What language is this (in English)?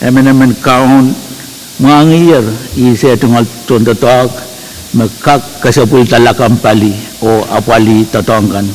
Pohnpeian